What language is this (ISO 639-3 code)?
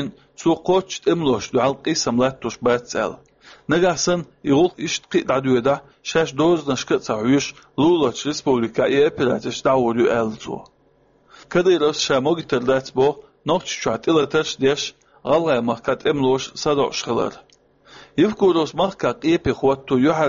che